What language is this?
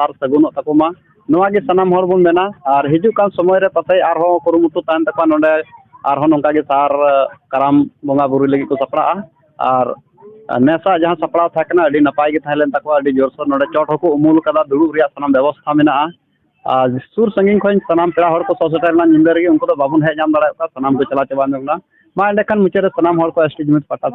Santali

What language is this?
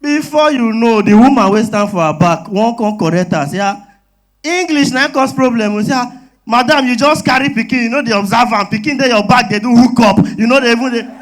Nigerian Pidgin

